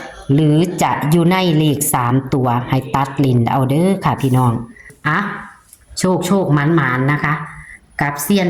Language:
Northeastern Thai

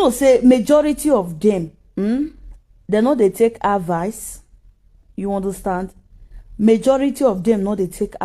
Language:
Nigerian Pidgin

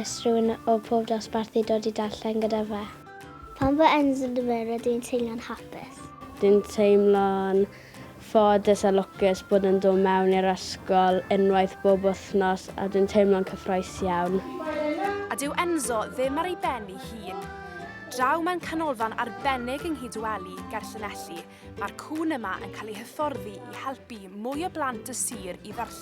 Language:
Welsh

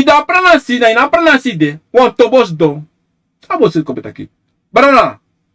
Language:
Sranan Tongo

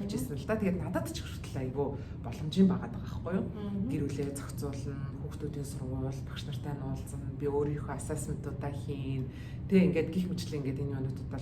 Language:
Mongolian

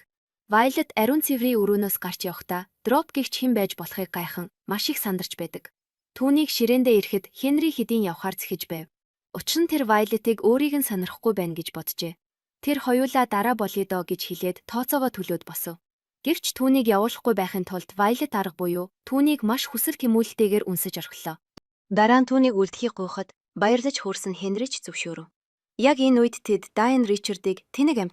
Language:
Mongolian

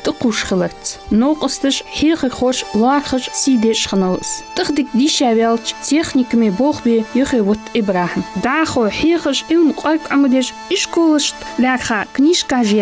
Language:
Ingush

